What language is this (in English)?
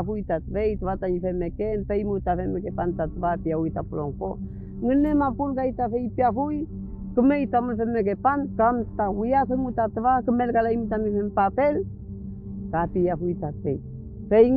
Mapuche